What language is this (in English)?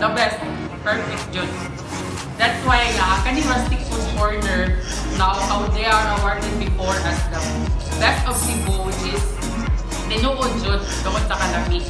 Cebuano